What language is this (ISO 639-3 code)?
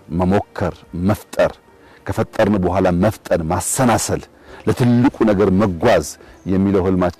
amh